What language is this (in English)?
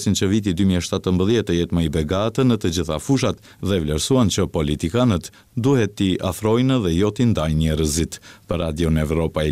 Albanian